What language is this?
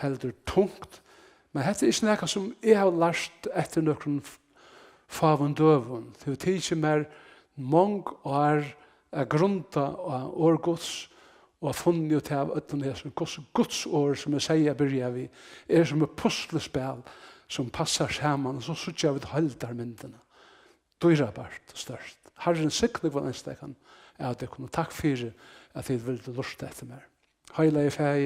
Faroese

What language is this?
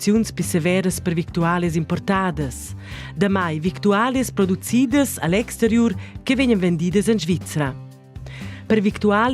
Romansh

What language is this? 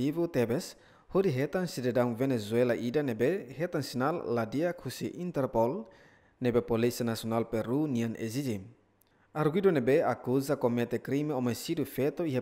Tetum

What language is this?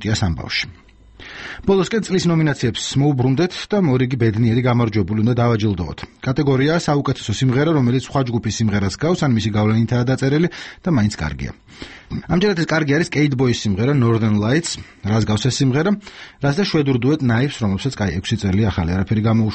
Georgian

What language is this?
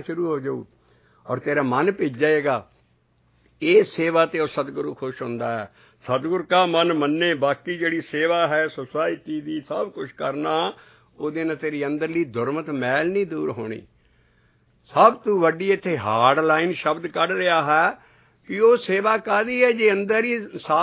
Punjabi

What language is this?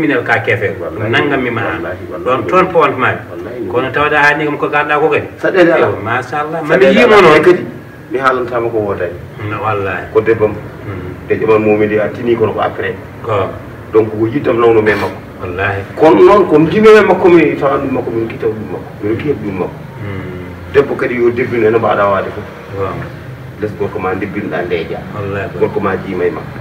Fula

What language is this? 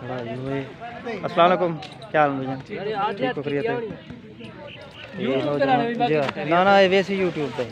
Saraiki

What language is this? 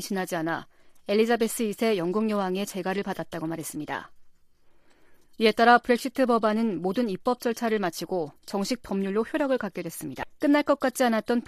Korean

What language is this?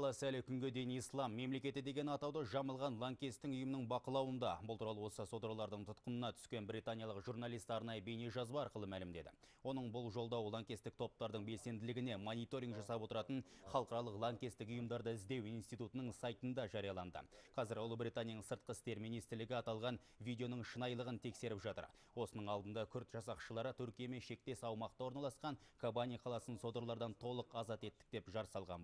Kazakh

